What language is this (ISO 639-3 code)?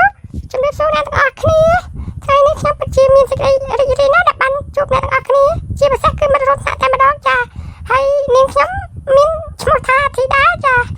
khm